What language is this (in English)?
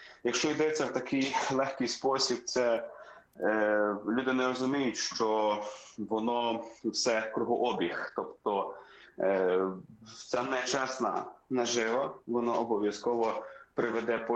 Ukrainian